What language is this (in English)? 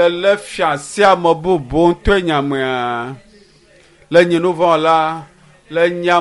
Ewe